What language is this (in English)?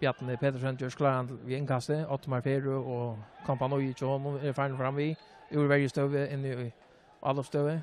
Faroese